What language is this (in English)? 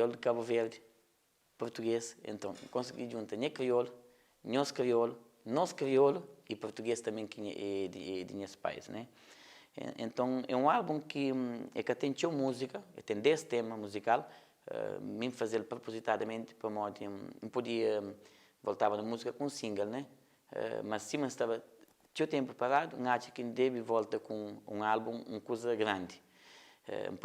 Kabuverdianu